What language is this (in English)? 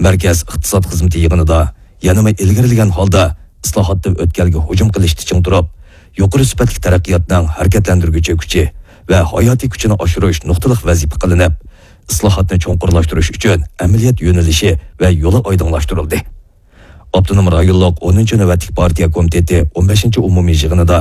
Uyghur